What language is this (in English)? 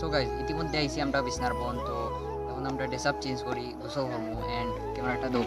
Sylheti